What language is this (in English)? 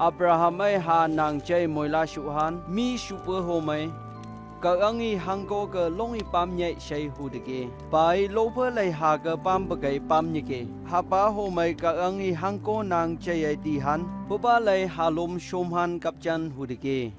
Phom Naga